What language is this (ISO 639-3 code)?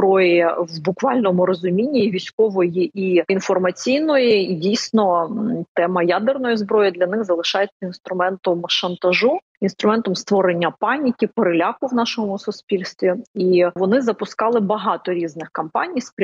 ukr